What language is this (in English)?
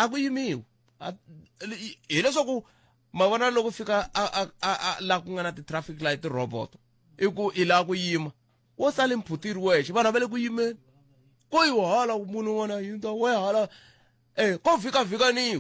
Tsonga